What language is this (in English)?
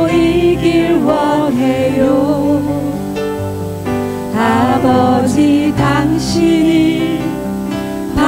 Korean